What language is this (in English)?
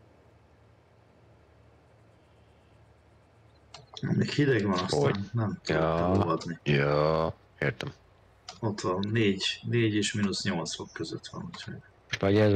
Hungarian